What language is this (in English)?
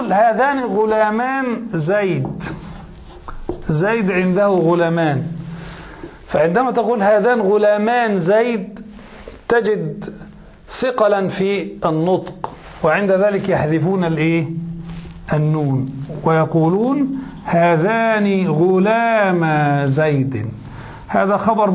Arabic